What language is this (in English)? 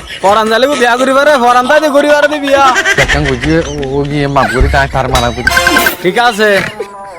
Rohingya